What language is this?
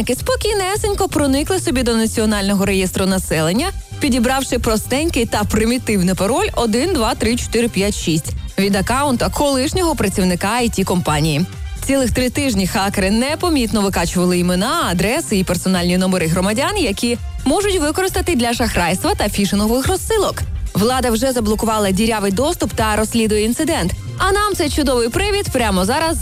Ukrainian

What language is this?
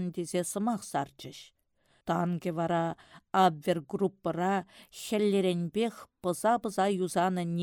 Chuvash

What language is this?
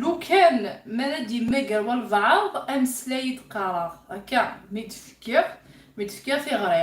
Kabyle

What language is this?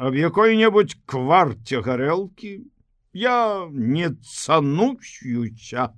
Belarusian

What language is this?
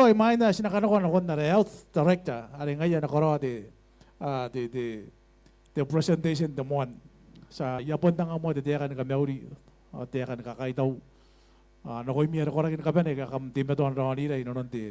Gilbertese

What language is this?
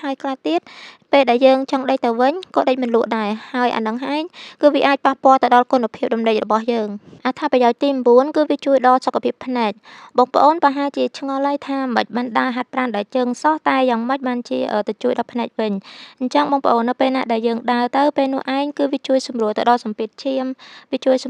Khmer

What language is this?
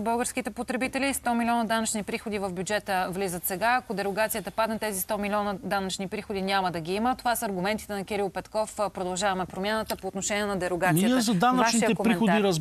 Bulgarian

